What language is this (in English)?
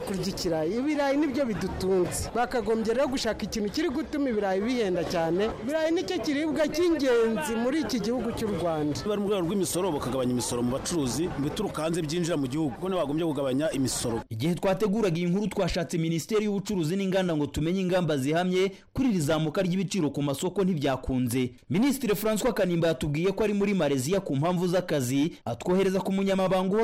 Kinyarwanda